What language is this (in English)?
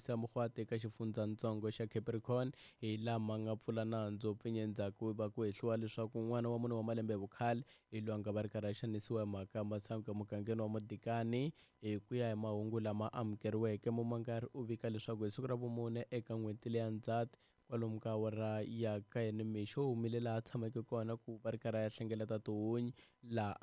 Tsonga